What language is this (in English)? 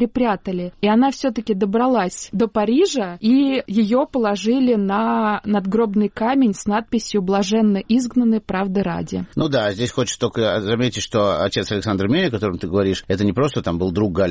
Russian